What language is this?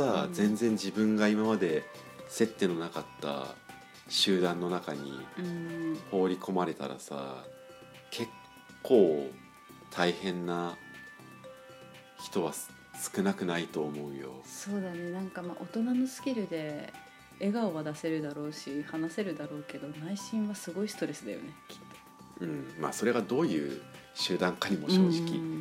Japanese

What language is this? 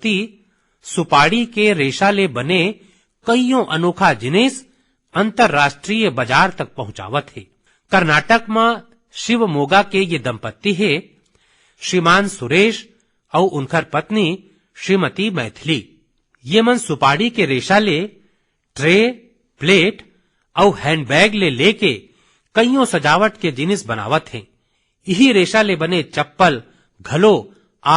Chhattisgarhi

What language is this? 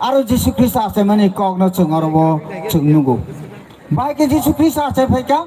Kok Borok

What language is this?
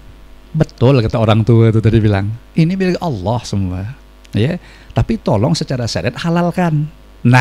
Banjar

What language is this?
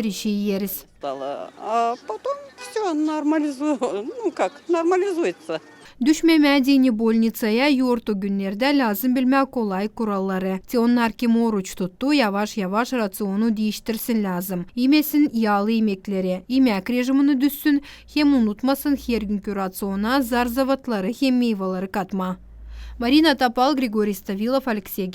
Gagauz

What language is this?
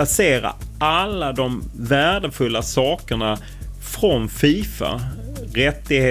Swedish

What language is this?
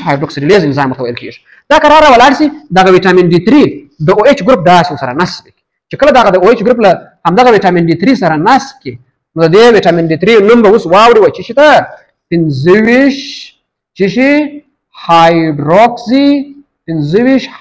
Pashto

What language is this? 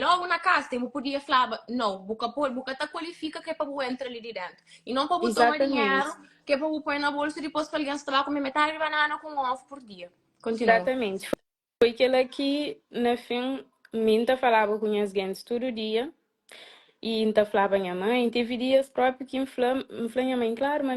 Kabuverdianu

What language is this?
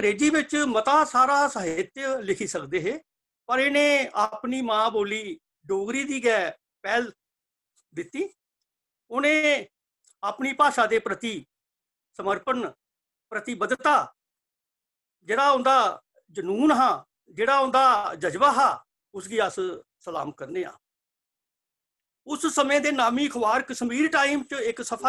Dogri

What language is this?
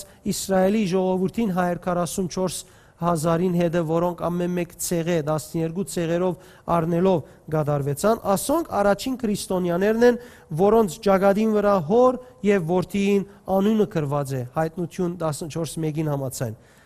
Western Armenian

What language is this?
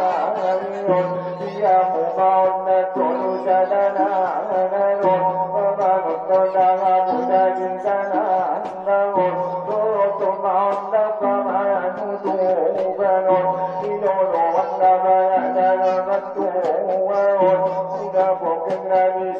Batak Angkola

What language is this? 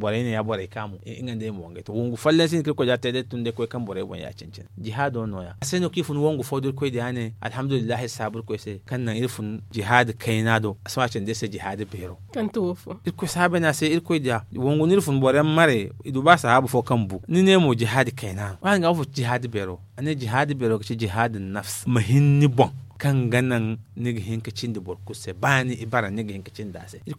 Zarma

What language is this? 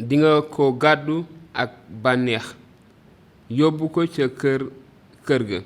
Wolof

